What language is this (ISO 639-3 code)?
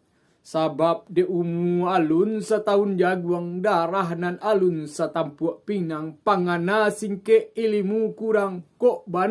min